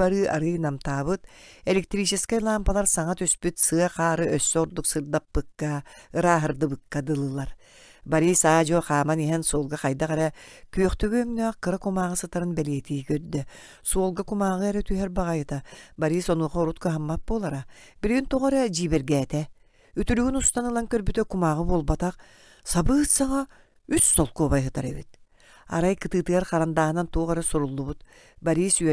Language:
Yakut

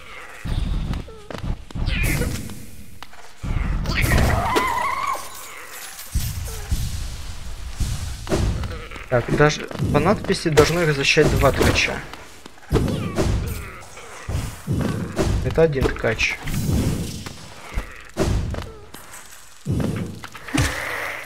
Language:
Russian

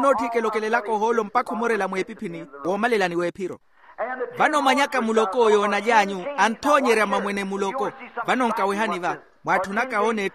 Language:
Makhuwa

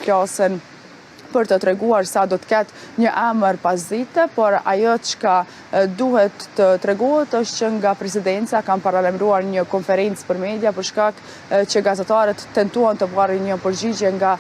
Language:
Albanian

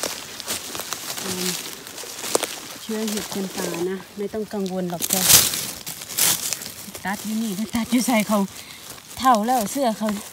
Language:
Thai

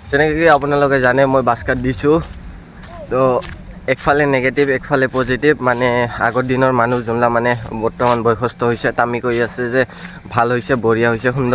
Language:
Assamese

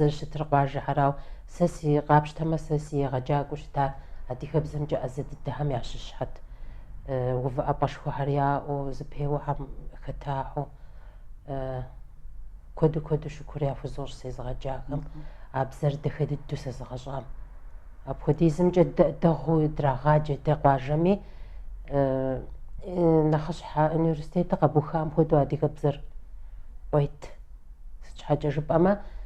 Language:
Kabardian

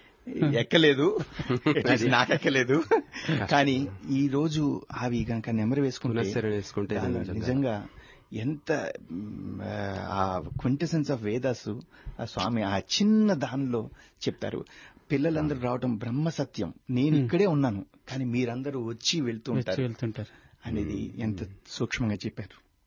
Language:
Telugu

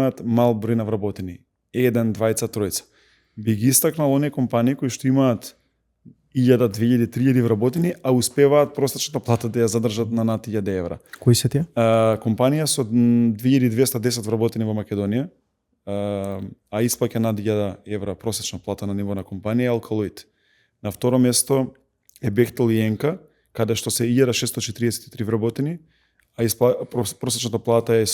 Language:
Macedonian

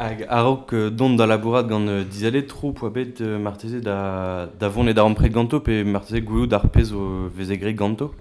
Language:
Breton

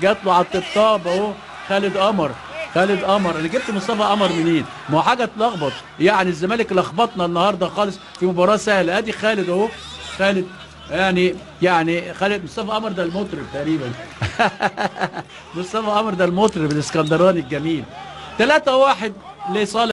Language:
Egyptian Arabic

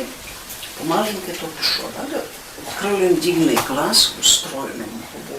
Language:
Rusyn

